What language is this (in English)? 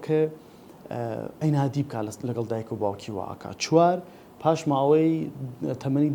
Central Kurdish